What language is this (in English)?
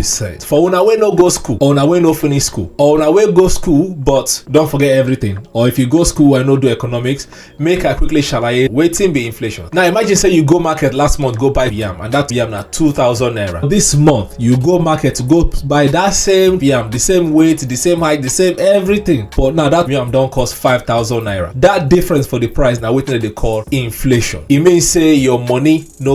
Nigerian Pidgin